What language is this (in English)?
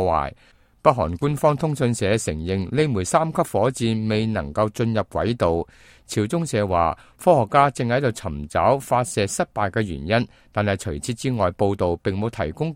Cantonese